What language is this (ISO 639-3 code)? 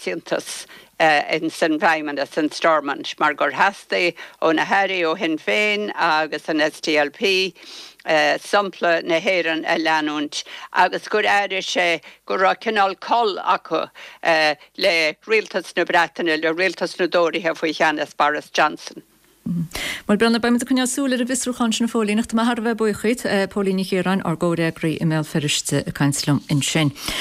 gle